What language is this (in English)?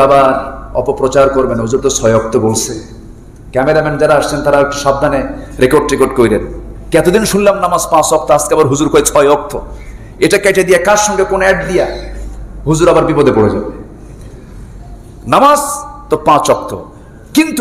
Bangla